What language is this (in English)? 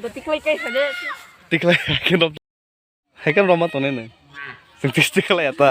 Kok Borok